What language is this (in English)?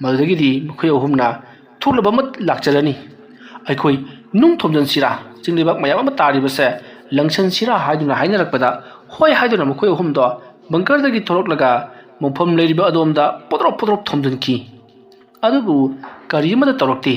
Manipuri